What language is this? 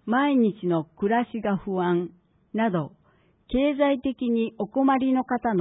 Japanese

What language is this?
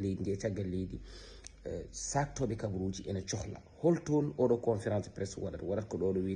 Fula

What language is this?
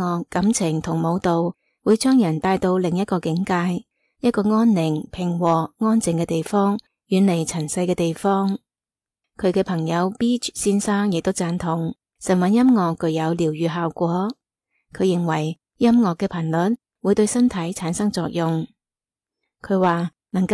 Cantonese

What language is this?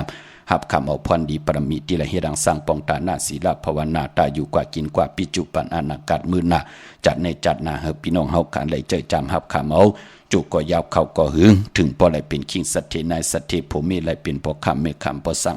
Shan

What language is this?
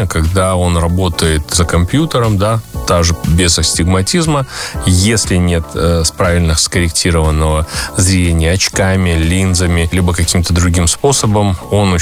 Russian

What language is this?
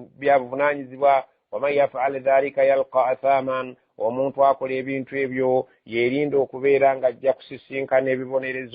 Ganda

